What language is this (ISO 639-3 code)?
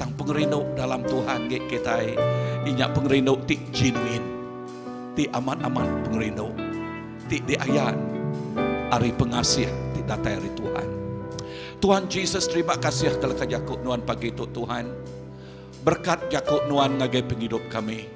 iba